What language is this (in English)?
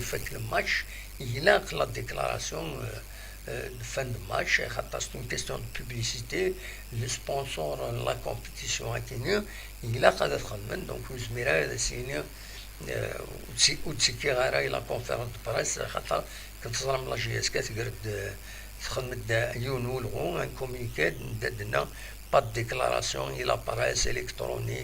Kabyle